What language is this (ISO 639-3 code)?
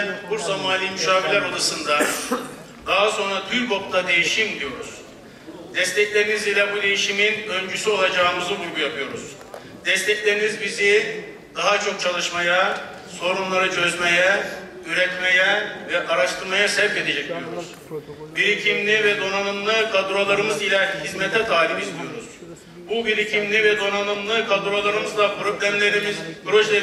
tur